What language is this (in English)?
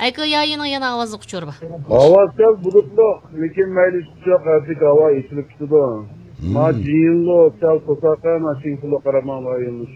Uyghur